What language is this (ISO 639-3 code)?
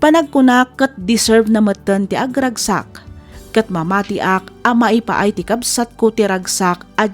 ilo